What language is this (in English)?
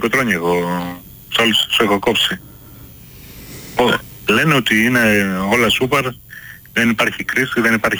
Greek